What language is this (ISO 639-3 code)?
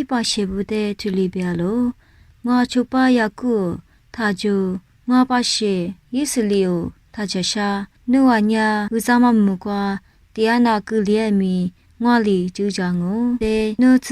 lis